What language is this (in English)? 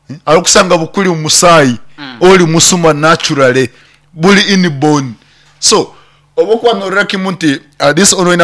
Nyankole